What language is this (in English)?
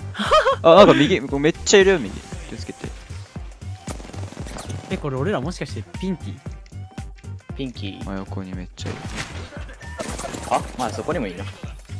Japanese